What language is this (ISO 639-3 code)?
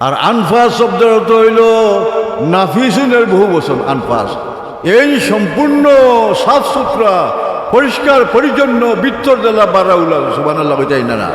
syl